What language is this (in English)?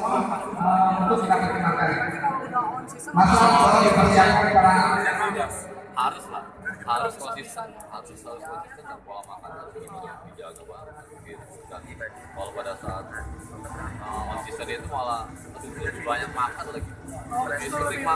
Indonesian